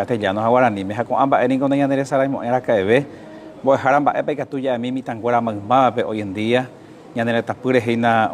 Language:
Guarani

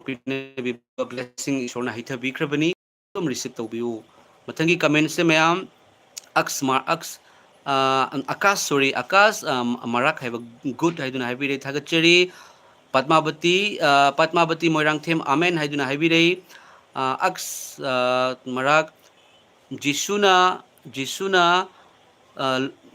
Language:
Manipuri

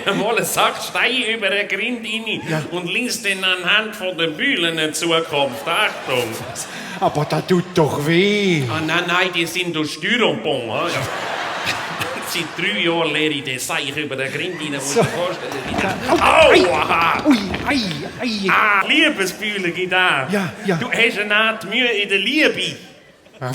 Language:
Swiss German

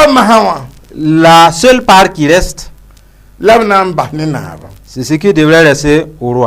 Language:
Mossi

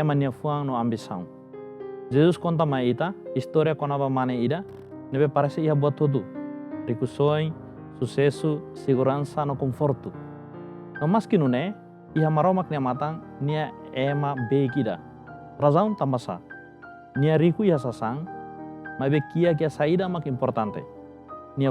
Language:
Tetum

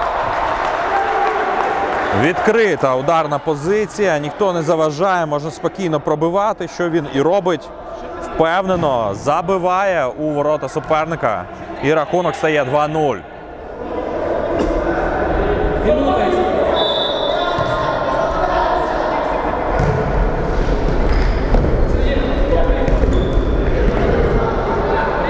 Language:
Ukrainian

